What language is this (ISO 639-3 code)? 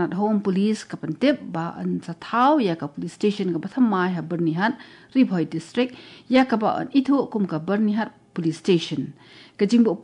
kha